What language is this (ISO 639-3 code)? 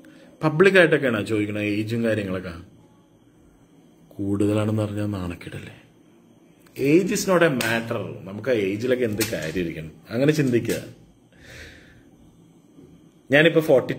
mal